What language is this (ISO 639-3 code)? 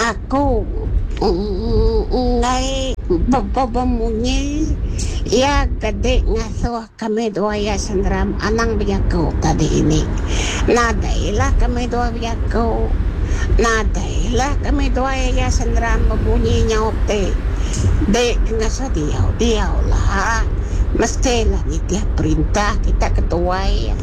iba